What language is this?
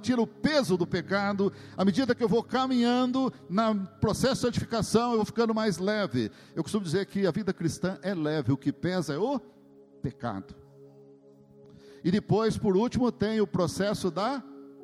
Portuguese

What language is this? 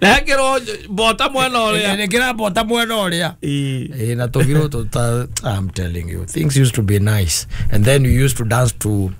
Kikuyu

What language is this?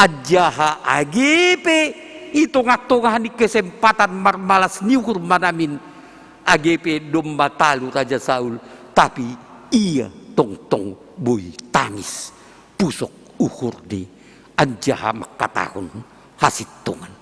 Batak Simalungun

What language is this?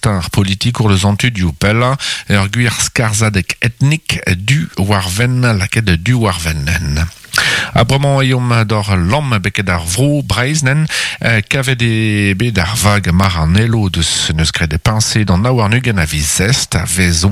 Breton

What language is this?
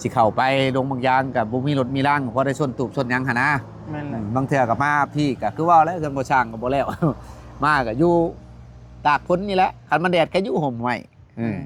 Northeastern Thai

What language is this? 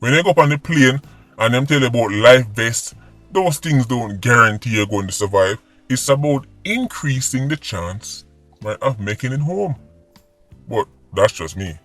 Jamaican Creole English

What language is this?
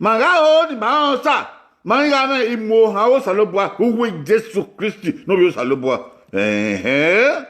Bini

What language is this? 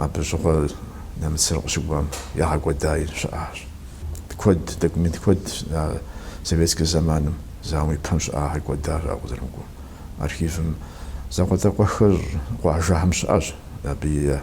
Kabardian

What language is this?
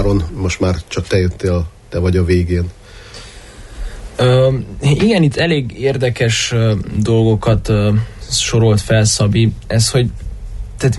Hungarian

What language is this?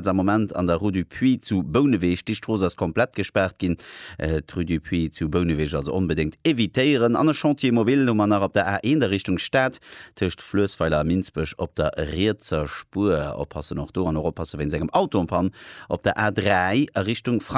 Luxembourgish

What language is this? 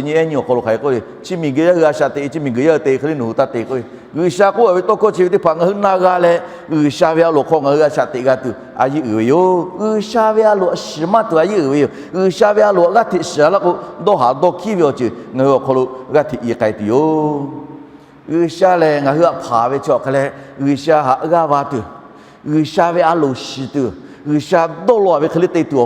Lahu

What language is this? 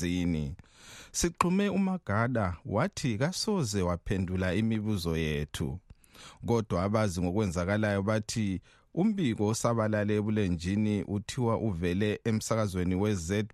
North Ndebele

